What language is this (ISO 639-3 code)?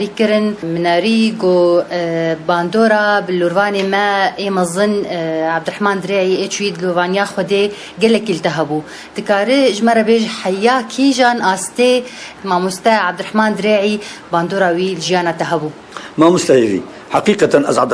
kur